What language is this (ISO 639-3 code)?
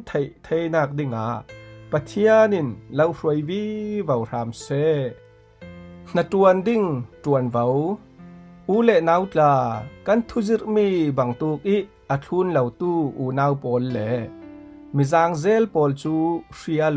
cfm